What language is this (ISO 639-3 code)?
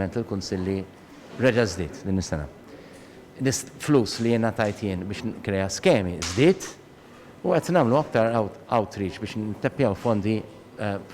mlt